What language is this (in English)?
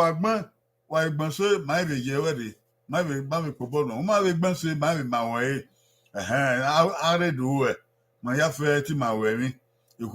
Bini